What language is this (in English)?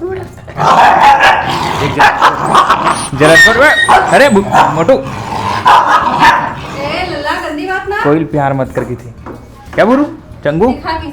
Chhattisgarhi